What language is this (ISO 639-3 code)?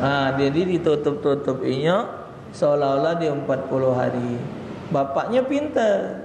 mui